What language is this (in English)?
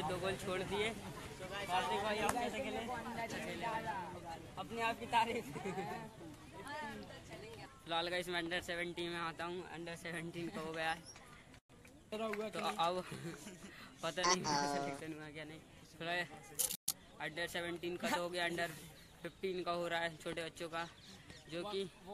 Hindi